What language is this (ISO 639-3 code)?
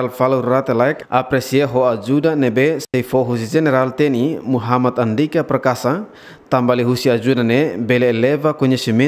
tet